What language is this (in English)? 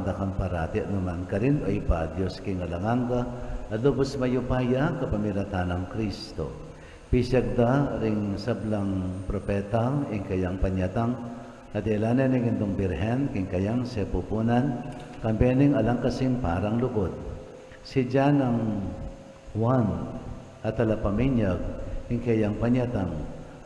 Pampanga